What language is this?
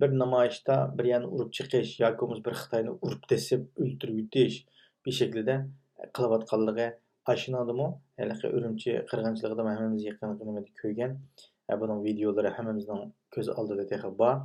Uyghur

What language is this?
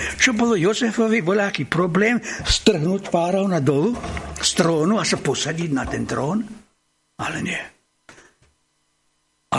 Slovak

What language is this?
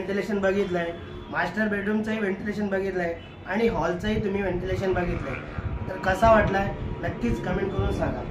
Marathi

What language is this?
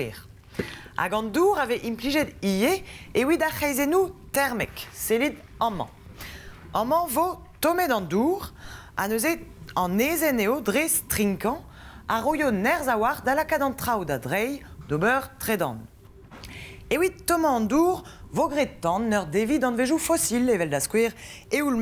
Breton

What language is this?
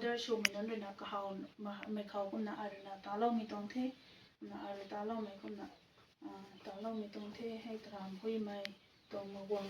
Rongmei Naga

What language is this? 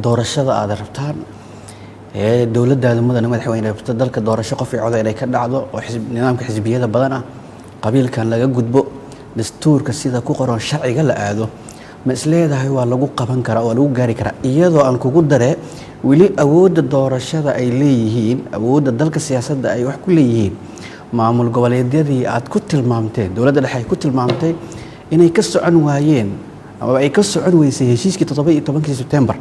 Somali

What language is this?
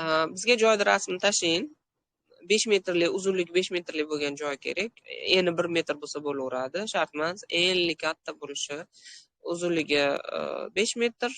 Uzbek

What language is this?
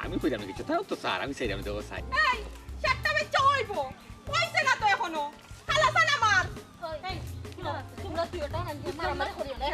Sylheti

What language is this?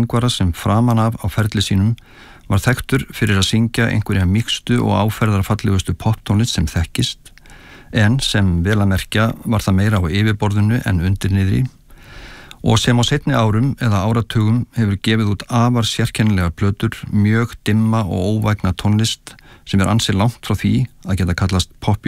Icelandic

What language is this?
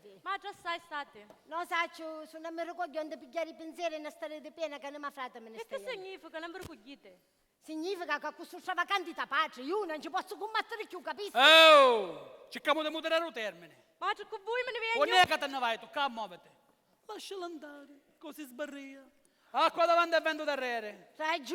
Sicilian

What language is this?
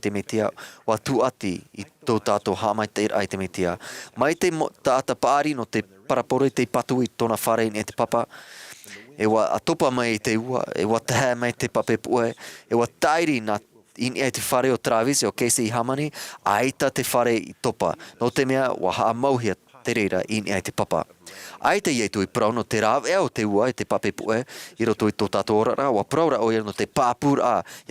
Tahitian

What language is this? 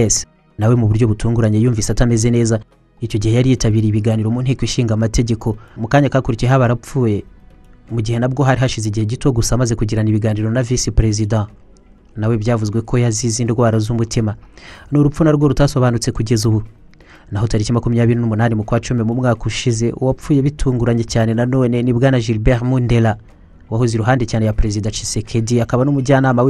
Kinyarwanda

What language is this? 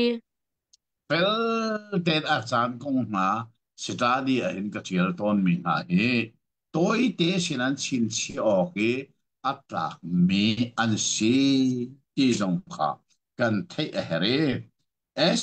Hakha Chin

